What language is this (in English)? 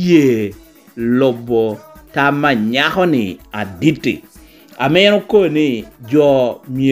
Lango (Uganda)